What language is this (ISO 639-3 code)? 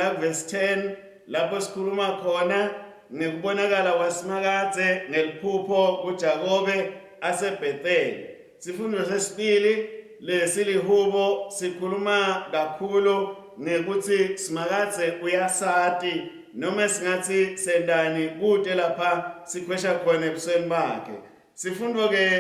ssw